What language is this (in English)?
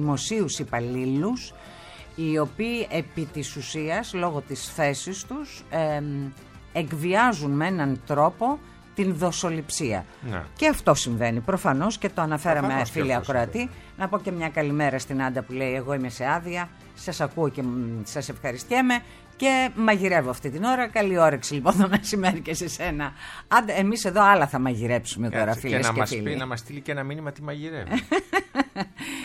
Greek